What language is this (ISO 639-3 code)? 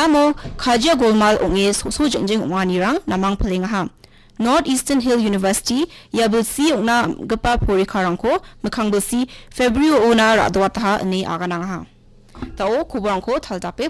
grt